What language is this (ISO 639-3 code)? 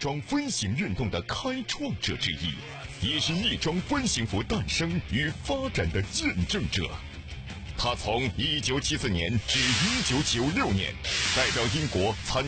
zho